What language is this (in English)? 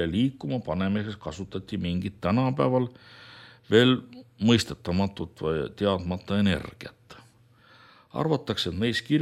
Estonian